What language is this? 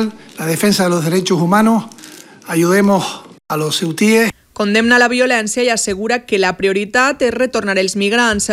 Catalan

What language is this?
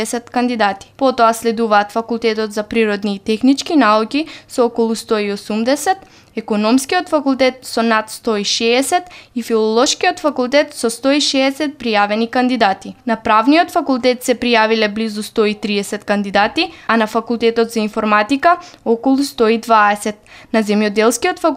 Macedonian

